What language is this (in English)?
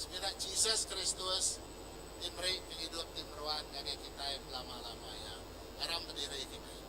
Iban